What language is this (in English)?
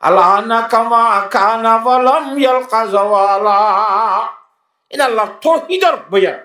Rohingya